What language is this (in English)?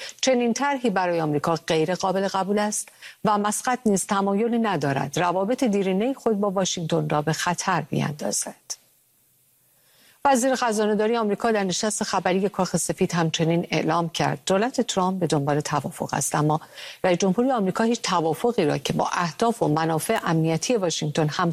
Persian